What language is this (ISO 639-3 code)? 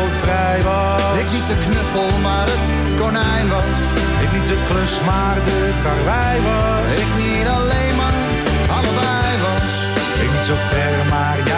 nld